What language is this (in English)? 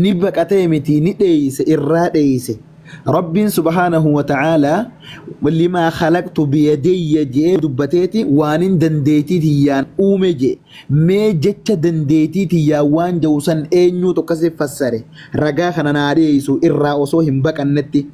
Oromo